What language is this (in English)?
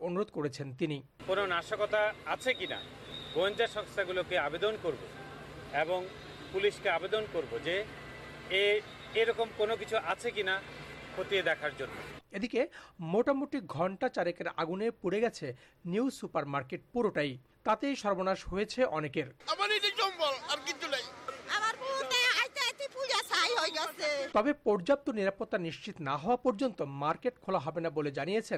Bangla